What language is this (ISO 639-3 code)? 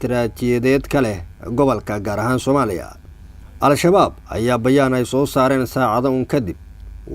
som